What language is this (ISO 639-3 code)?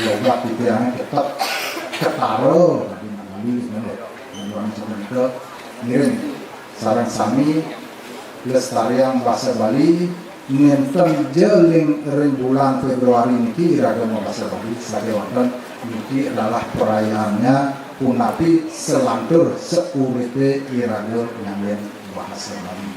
ban